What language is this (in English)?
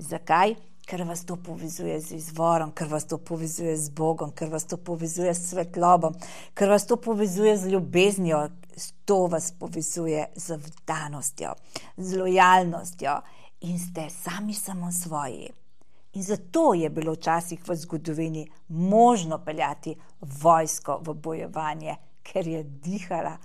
Slovenian